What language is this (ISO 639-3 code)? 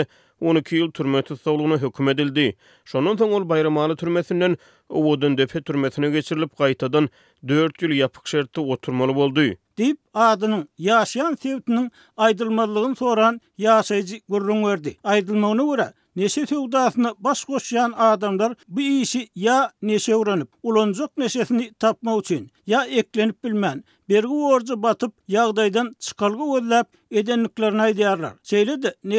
tuk